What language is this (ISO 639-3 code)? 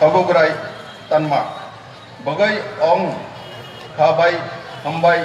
trp